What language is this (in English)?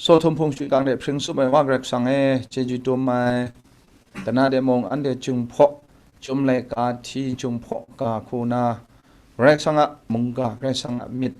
Kachin